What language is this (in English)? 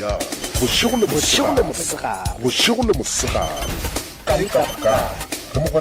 Northern Sotho